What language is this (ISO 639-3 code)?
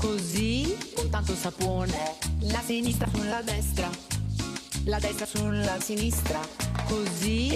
ita